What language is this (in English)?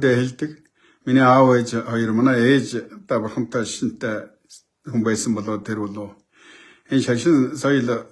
Mongolian